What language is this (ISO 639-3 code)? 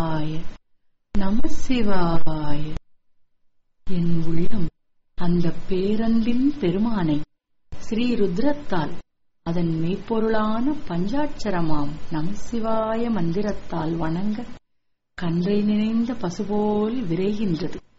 tam